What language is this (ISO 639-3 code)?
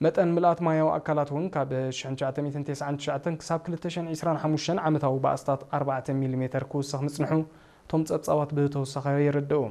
tir